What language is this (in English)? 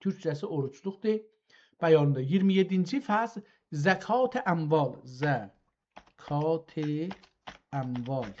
South Azerbaijani